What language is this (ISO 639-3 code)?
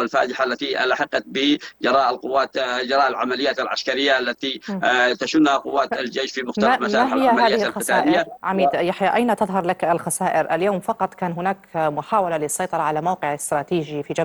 ara